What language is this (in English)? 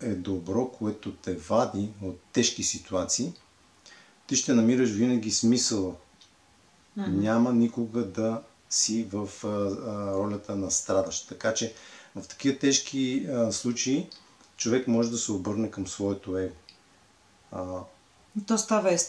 Bulgarian